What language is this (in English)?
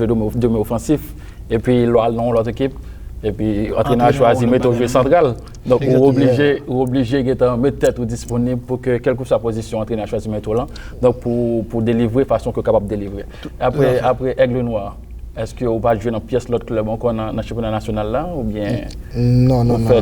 Haitian Creole